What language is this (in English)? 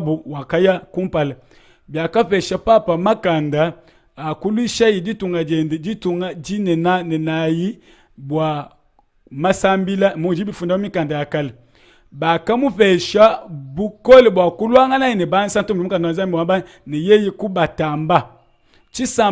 Luba-Lulua